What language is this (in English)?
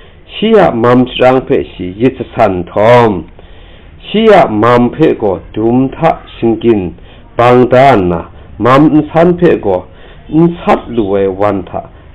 Kachin